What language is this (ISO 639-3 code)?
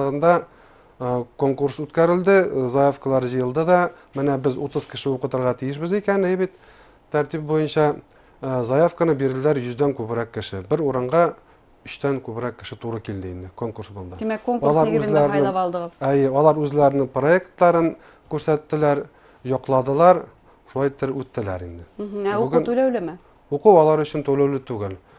bak